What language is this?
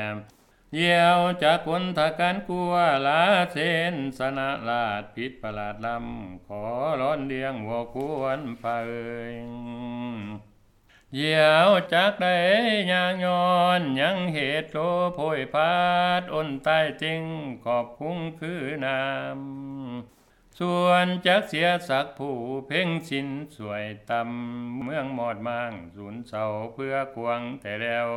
Thai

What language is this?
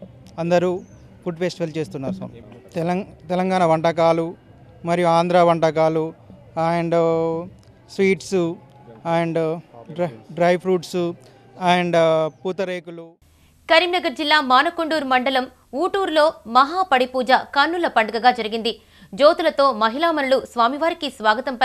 Telugu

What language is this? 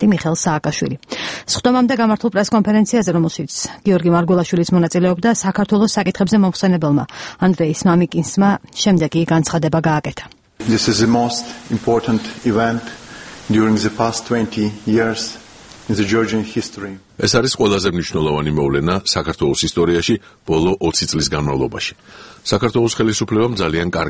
Georgian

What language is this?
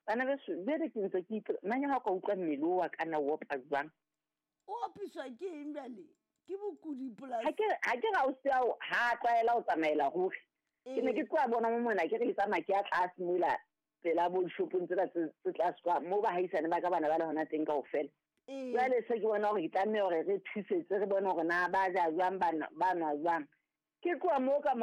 Southern Sotho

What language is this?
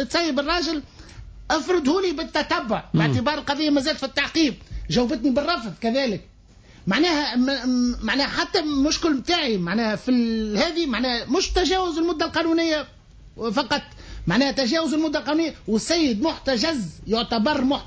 Tunisian Arabic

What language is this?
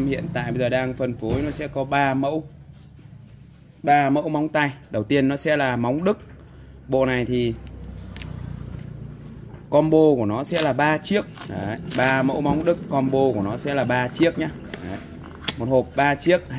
Vietnamese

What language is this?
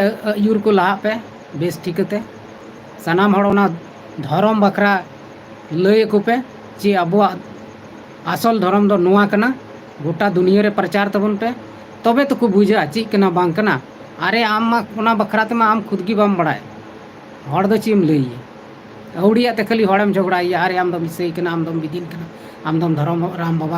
Santali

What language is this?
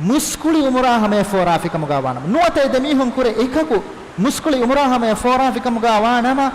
Divehi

